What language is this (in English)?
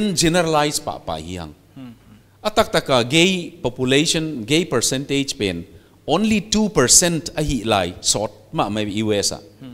Paite Chin